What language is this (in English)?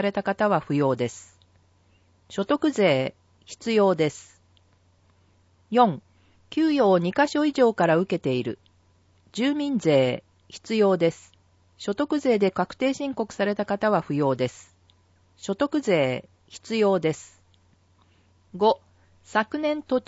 Japanese